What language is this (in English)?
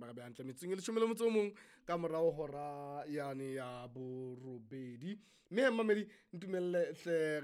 Southern Sotho